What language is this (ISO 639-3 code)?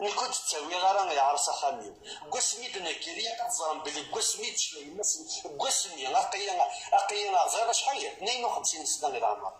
kab